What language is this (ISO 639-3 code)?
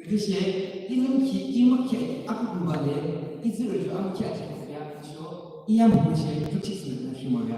yim